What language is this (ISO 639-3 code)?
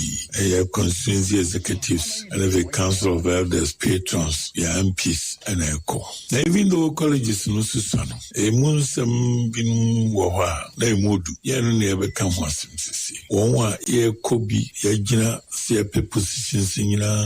aka